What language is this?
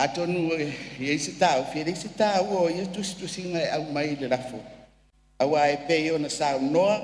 Samoan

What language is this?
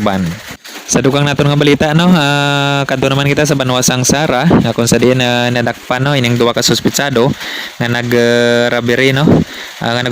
Hiligaynon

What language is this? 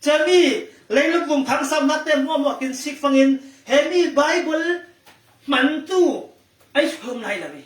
Falam Chin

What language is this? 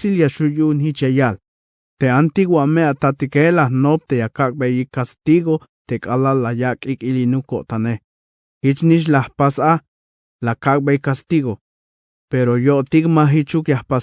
Tzeltal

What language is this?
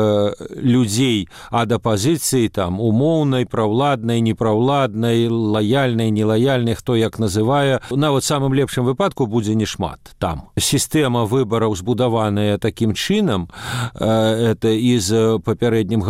Belarusian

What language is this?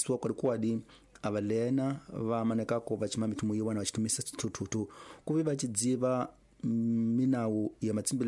Tsonga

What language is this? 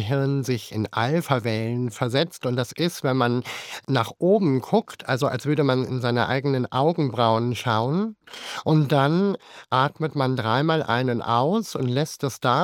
German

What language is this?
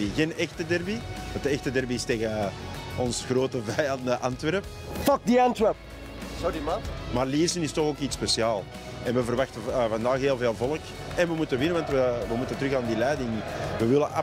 Dutch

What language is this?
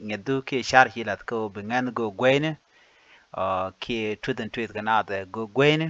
Nuer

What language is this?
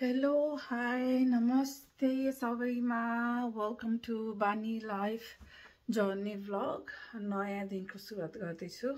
Nepali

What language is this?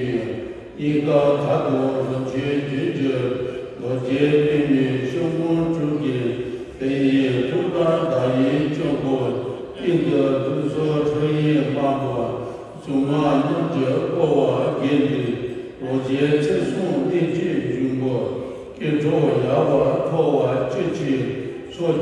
Tibetan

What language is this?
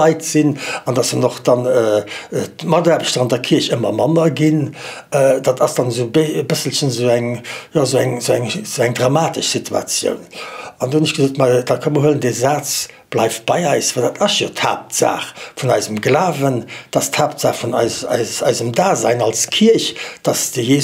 Luxembourgish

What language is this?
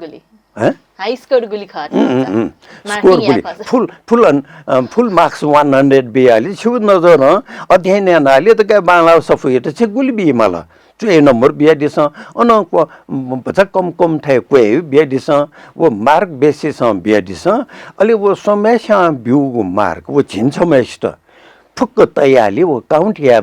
Newari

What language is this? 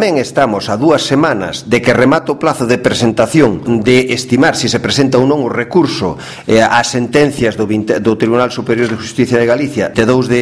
Galician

